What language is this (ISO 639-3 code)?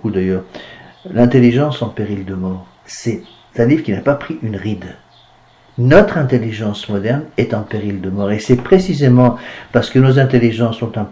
fra